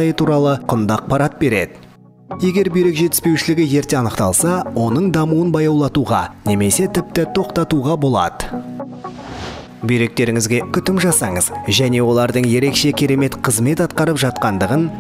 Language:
Kazakh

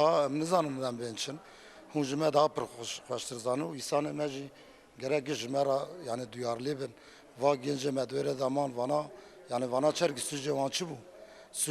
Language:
Kurdish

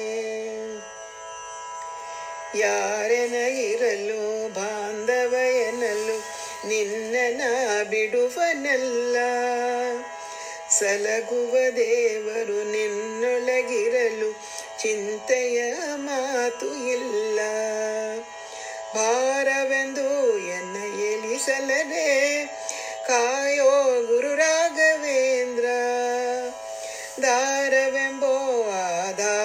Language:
Kannada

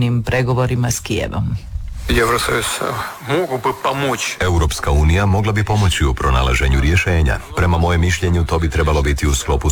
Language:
Croatian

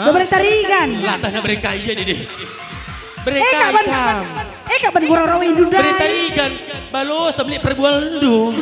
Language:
Batak Karo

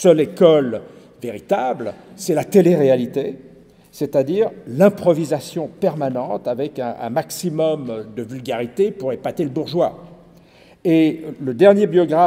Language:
French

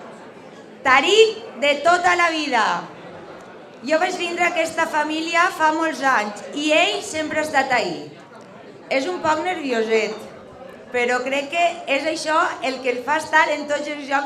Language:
Catalan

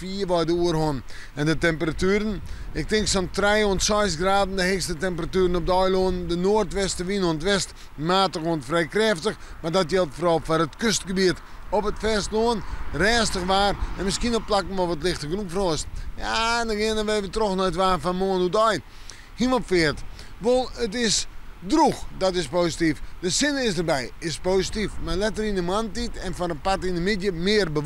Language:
Western Frisian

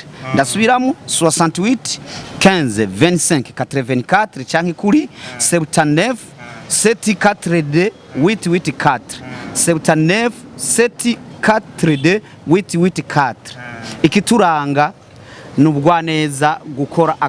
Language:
Rundi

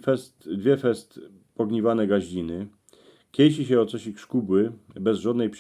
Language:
Silesian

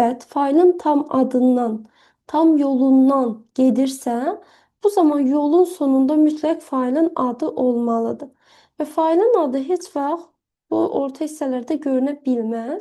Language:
Azerbaijani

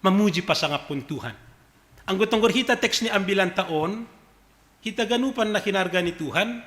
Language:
Batak Simalungun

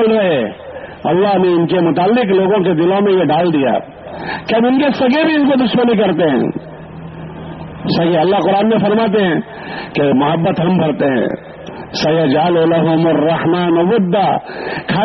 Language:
Urdu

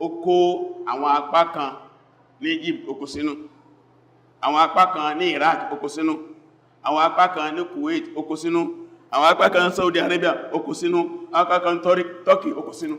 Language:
Yoruba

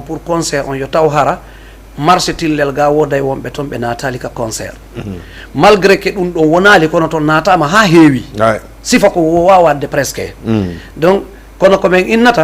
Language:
Fula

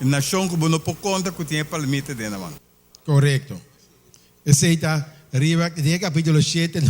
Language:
Papiamento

